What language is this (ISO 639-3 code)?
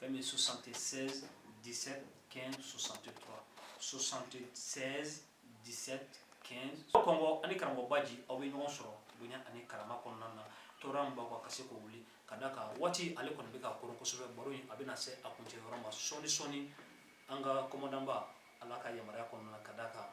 bam